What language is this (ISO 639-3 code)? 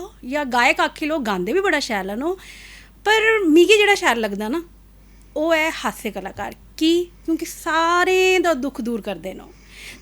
doi